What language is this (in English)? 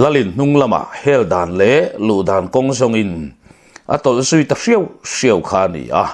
Mizo